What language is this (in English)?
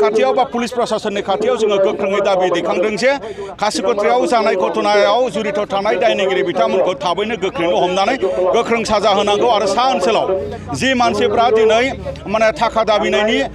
Bodo